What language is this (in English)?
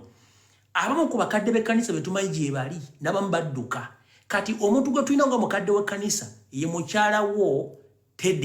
Ganda